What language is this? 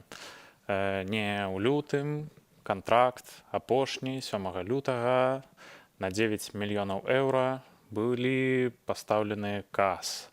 Belarusian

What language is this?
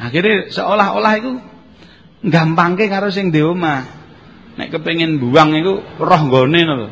Javanese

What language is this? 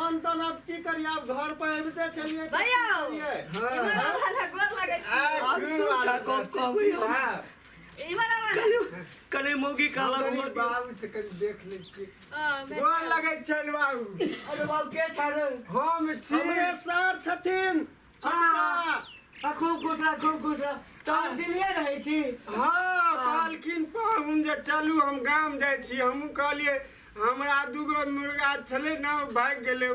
Maithili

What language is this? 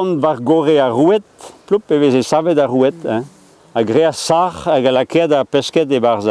Breton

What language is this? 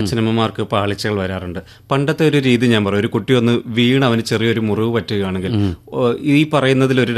Malayalam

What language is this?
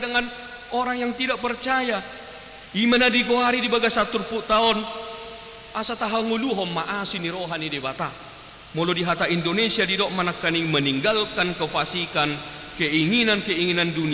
Batak Toba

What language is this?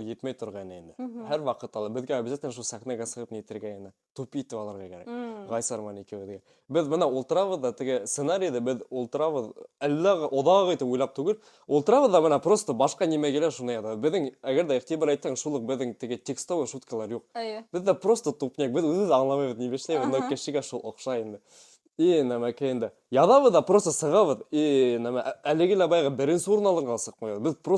Bashkir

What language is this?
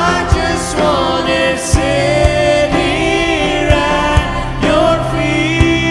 Afrikaans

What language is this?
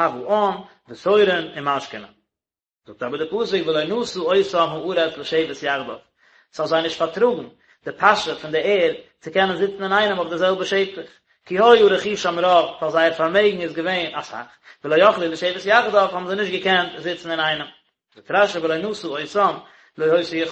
Yiddish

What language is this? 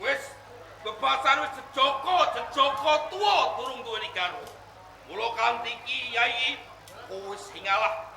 Javanese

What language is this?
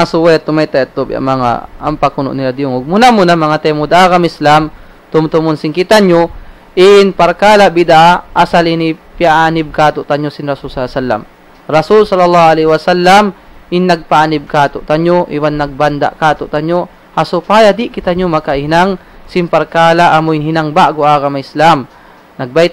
Tausug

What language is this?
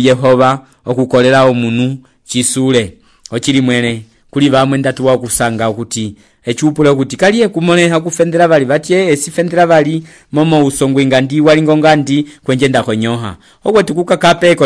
Umbundu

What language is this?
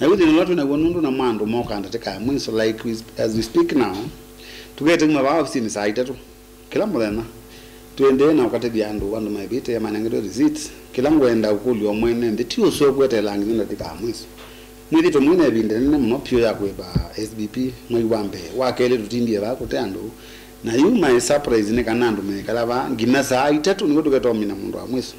Kamba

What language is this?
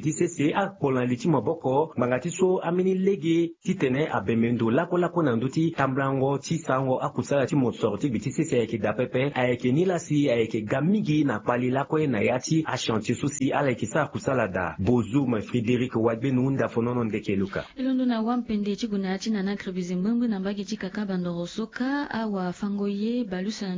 Sango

